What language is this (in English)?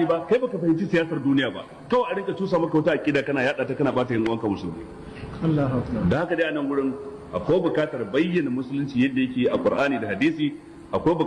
Hausa